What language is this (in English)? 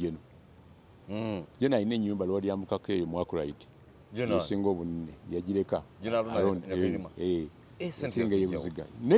Ganda